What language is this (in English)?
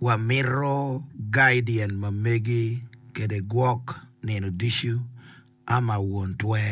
Acoli